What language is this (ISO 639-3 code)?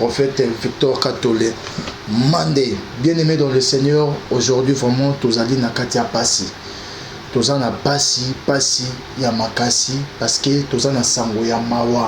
lin